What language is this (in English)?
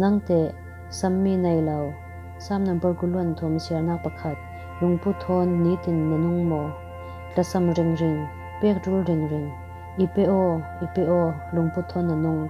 Falam Chin